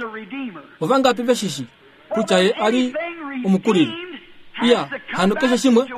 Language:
Kuanyama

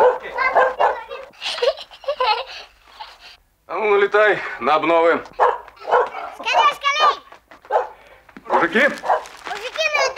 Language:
Russian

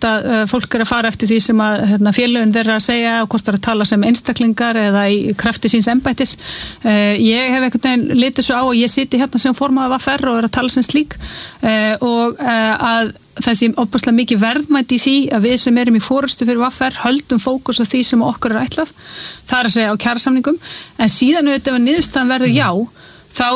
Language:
Icelandic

